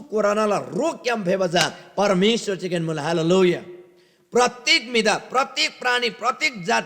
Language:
Eastern Tamang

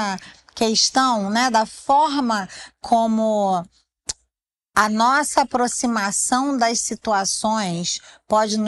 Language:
Portuguese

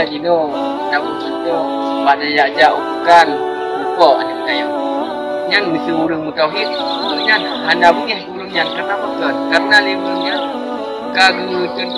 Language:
Achinese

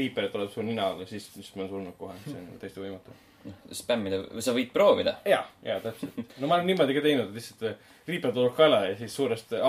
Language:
Estonian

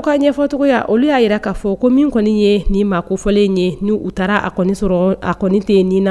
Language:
Bambara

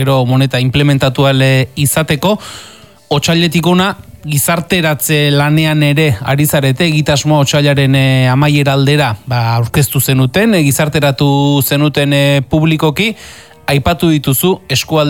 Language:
Basque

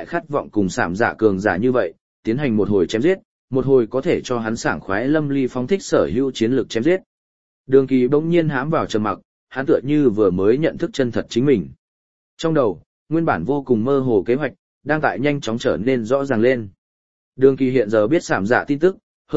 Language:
Vietnamese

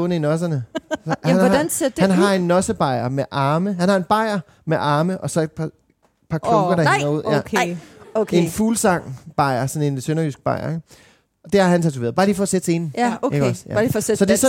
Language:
Danish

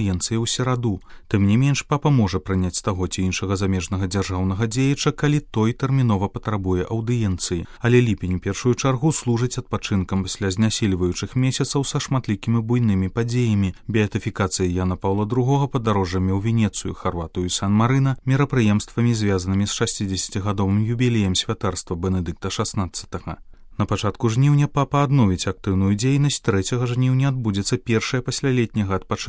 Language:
Belarusian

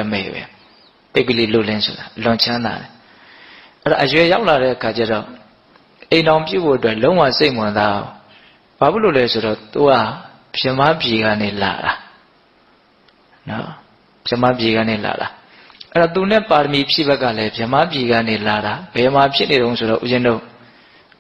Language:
Burmese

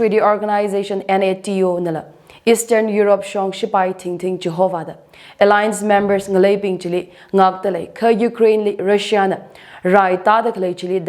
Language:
Tangkhul Naga (India)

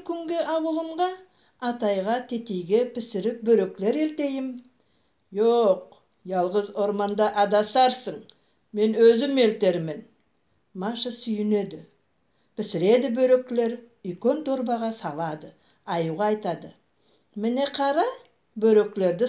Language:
Nogai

